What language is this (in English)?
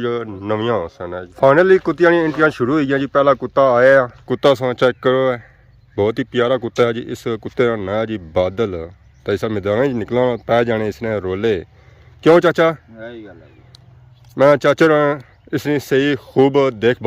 Pahari-Potwari